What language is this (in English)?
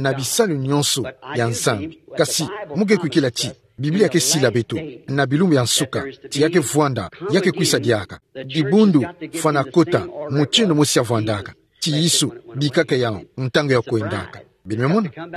Kituba (Democratic Republic of Congo)